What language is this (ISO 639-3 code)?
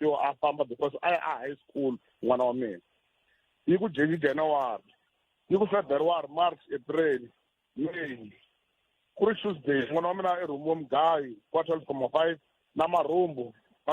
tso